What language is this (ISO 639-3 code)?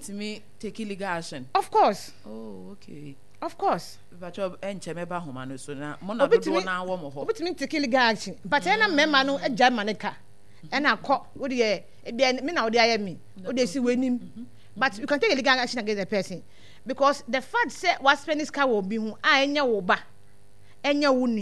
aka